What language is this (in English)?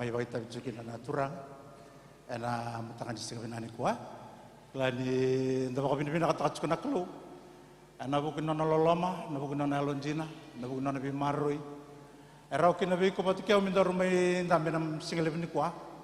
Fijian